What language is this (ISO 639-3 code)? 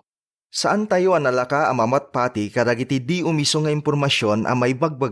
ilo